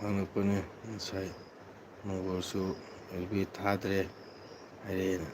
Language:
Manipuri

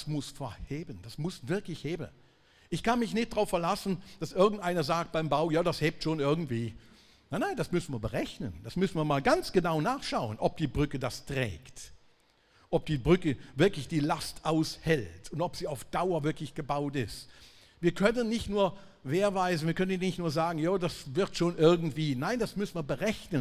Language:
Swiss German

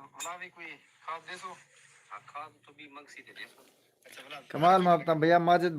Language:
Saraiki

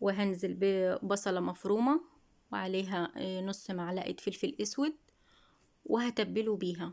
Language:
Egyptian Arabic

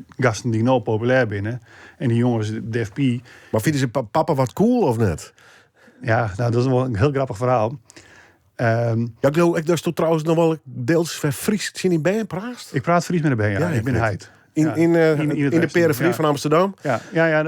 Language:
Western Frisian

